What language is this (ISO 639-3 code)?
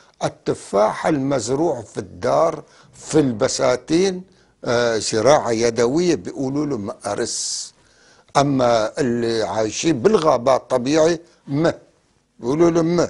apc